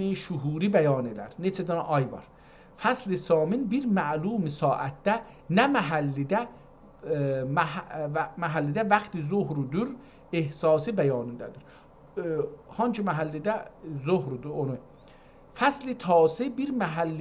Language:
South Azerbaijani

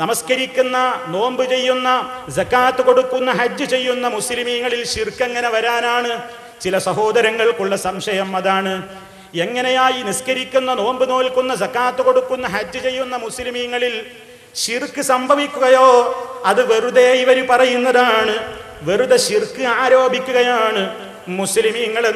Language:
Malayalam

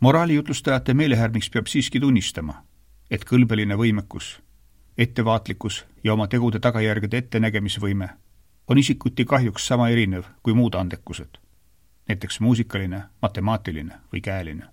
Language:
Estonian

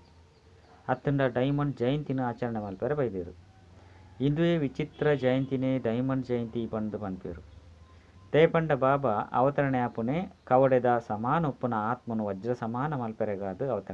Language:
Tulu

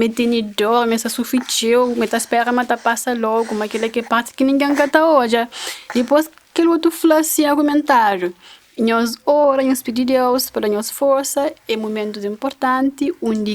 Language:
Kabuverdianu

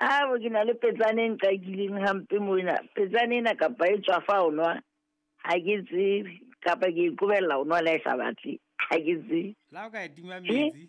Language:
Southern Sotho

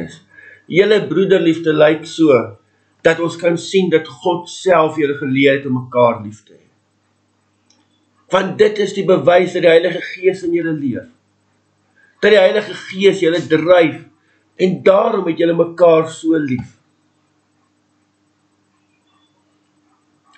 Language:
Afrikaans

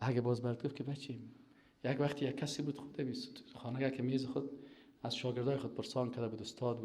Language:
Persian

